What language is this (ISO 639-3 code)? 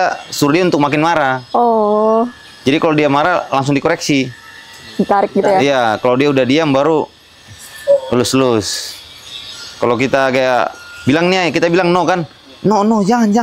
ind